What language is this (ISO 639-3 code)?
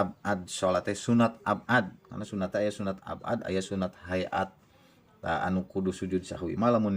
sun